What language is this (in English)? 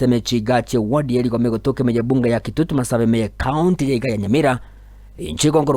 Gusii